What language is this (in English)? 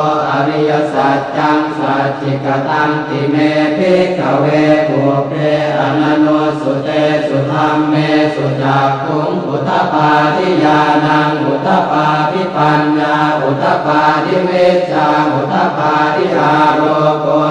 Pali